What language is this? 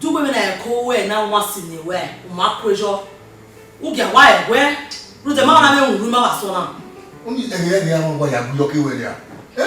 Bini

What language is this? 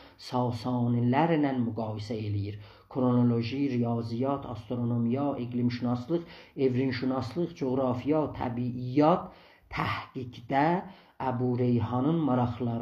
South Azerbaijani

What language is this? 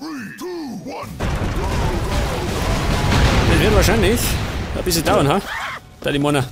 Bavarian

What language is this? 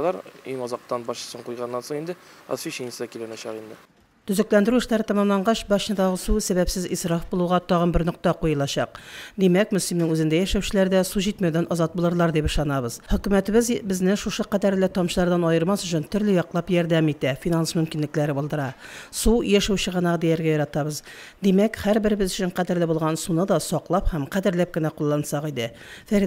Tatar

